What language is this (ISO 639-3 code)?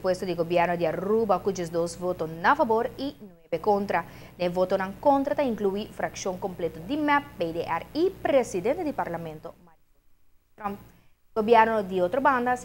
pap